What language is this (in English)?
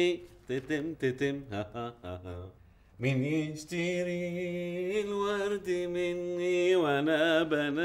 North Levantine Arabic